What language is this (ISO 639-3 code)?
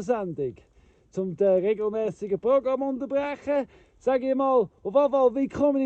gsw